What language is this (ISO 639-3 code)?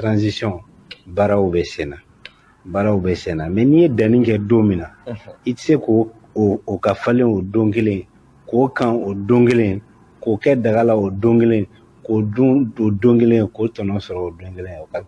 bam